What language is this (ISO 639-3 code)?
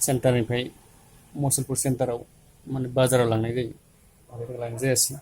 brx